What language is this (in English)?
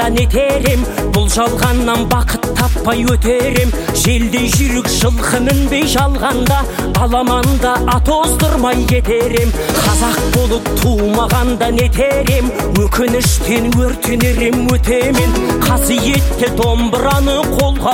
Kazakh